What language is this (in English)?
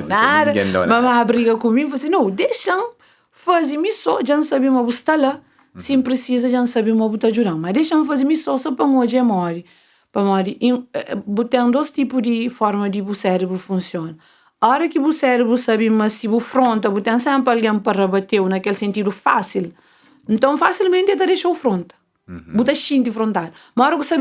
Kabuverdianu